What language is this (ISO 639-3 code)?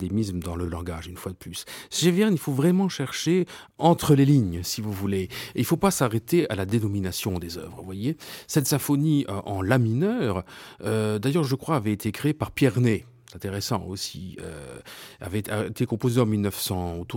fra